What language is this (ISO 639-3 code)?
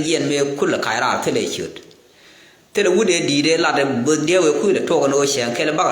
nus